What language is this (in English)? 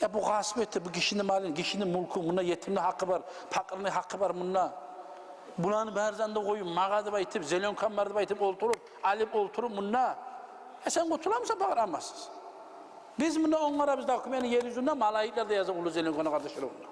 Kumyk